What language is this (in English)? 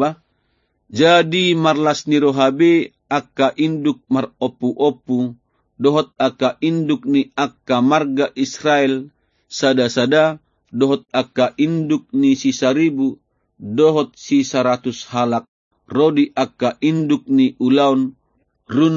Batak Toba